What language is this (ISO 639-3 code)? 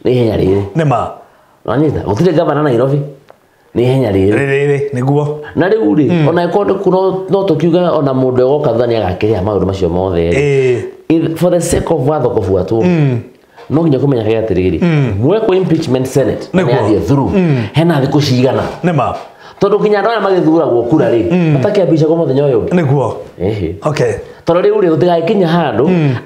kik